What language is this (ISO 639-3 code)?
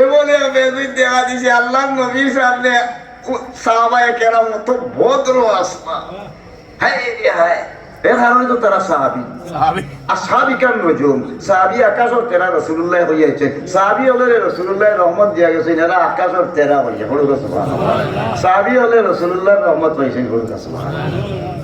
syl